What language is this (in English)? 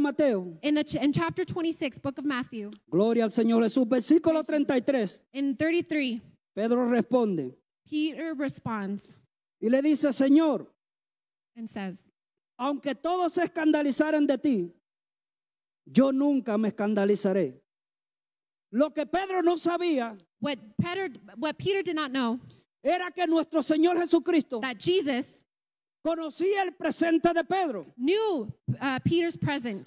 Spanish